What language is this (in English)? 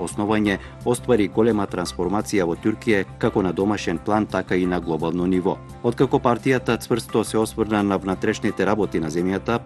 Macedonian